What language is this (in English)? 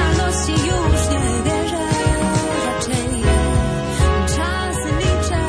Polish